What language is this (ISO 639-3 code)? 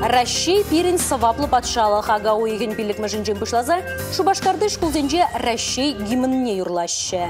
chv